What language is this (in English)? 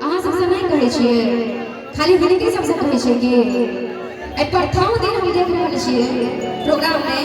Maithili